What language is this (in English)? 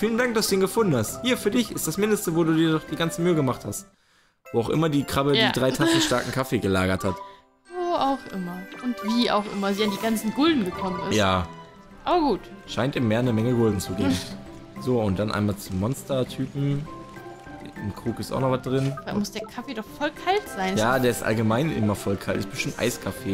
German